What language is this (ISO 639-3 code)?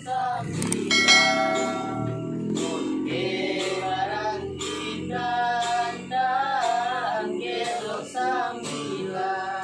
min